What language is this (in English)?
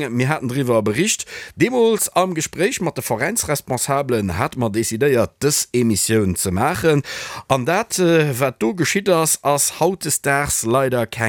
Luxembourgish